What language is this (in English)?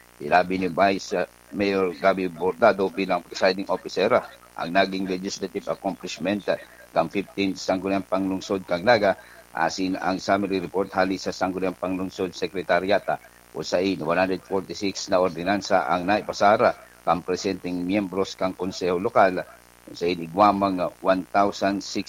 Bikol